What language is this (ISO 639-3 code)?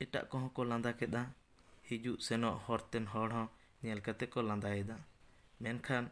sat